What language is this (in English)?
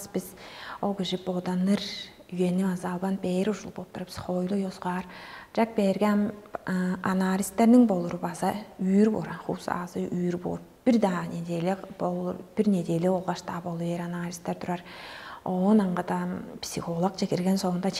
Tuvinian